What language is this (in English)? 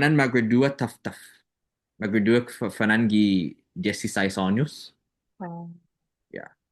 Chamorro